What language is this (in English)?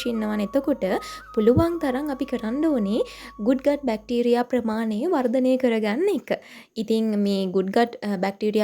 Sinhala